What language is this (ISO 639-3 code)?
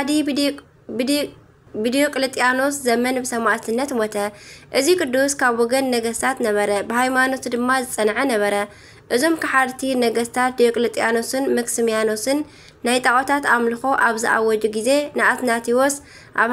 tir